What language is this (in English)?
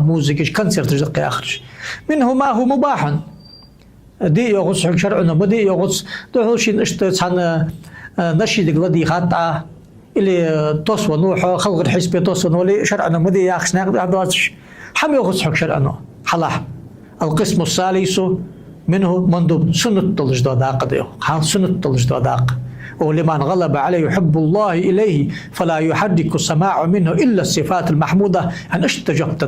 Ingush